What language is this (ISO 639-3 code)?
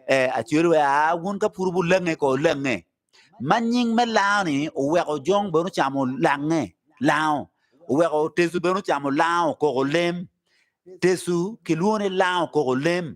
ach